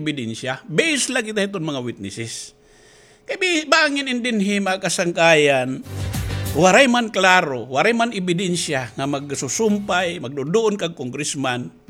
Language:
Waray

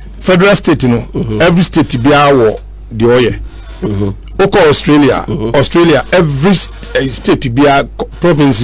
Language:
Akan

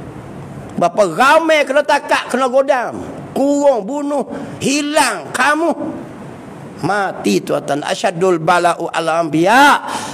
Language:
Malay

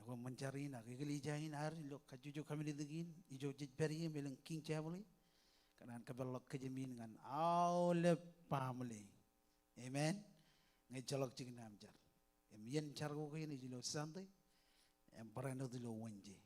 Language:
Marshallese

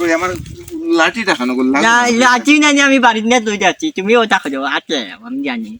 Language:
Sylheti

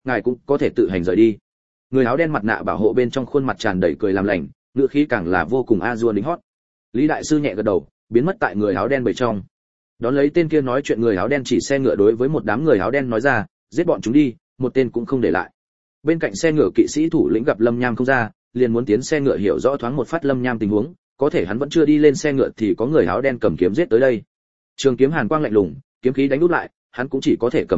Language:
Vietnamese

